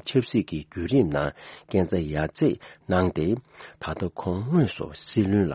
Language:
Tibetan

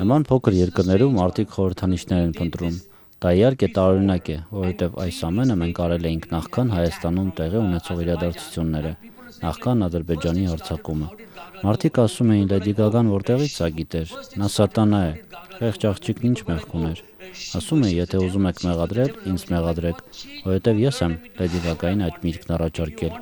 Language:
Armenian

